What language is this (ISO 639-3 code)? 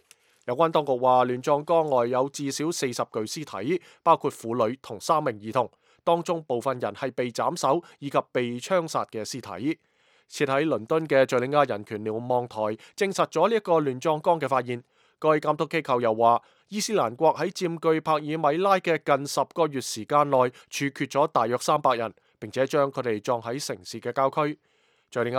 yue